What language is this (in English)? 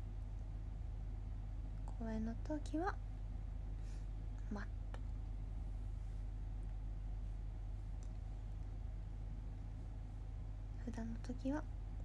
Japanese